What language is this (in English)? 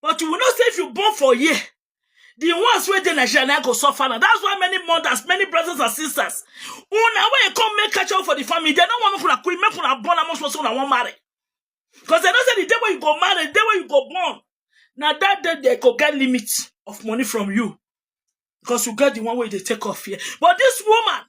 Nigerian Pidgin